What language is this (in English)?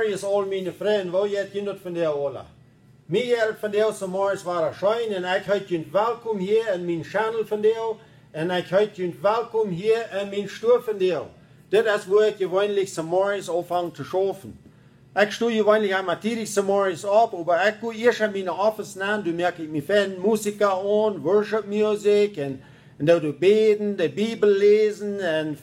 Plautdietsch